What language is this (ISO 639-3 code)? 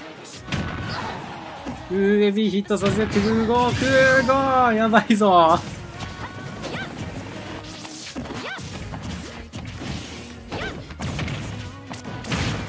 jpn